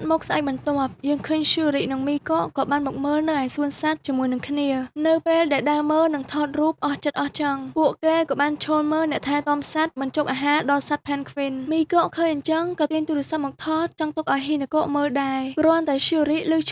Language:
Khmer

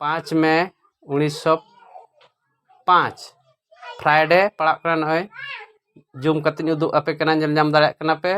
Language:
Santali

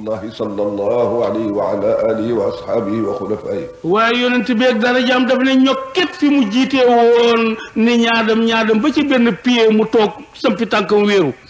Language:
Wolof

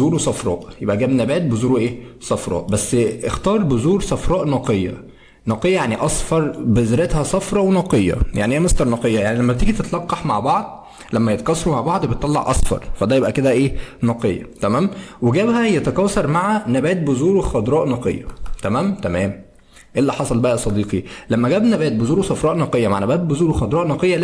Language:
Egyptian Arabic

